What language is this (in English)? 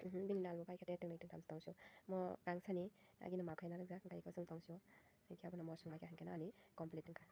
Kok Borok